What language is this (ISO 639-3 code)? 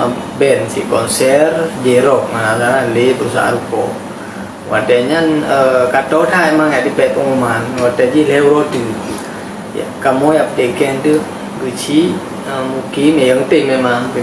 ace